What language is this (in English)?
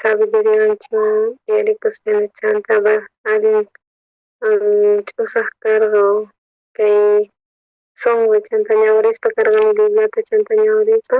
South Bolivian Quechua